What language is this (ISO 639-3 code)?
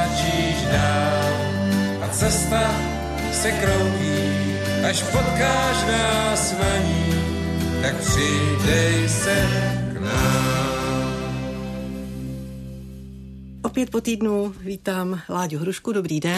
ces